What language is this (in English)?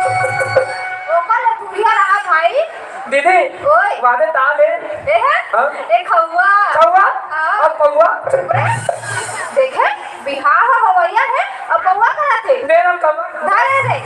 Chhattisgarhi